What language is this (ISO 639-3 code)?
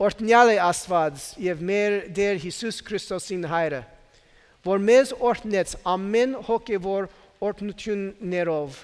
hye